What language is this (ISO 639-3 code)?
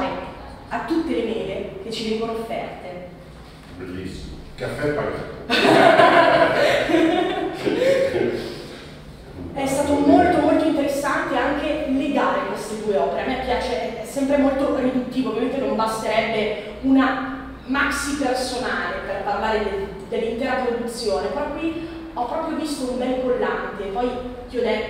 ita